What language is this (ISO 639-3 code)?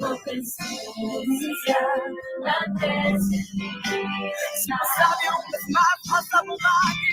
pap